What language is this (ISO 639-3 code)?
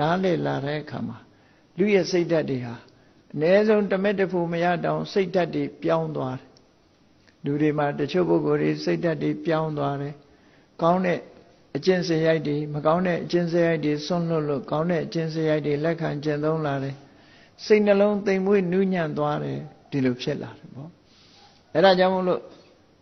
mya